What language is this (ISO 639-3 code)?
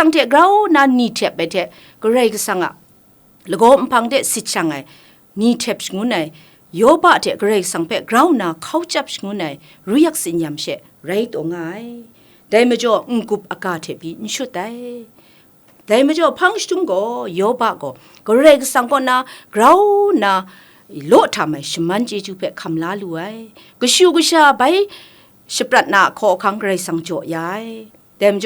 kac